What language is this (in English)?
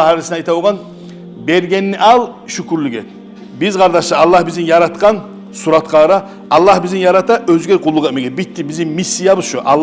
Kumyk